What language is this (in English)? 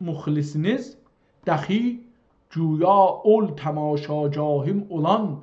South Azerbaijani